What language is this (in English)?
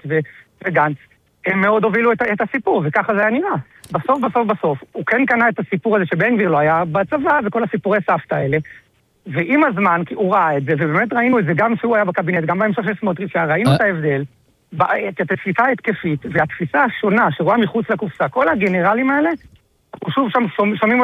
Hebrew